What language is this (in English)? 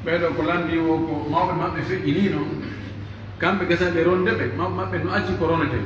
Pular